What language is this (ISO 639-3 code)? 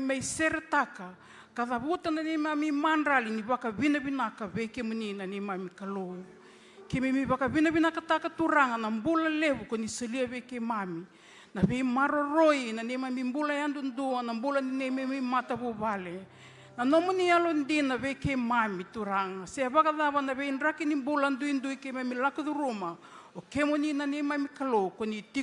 fij